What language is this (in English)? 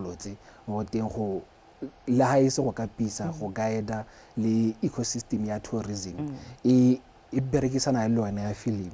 Tswana